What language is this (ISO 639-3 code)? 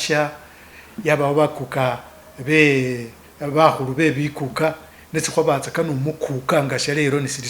myx